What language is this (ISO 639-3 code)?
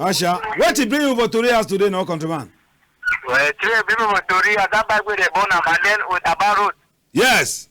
wes